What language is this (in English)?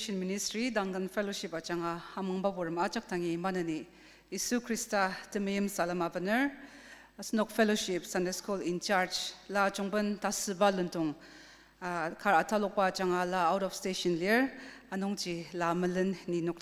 Ao Naga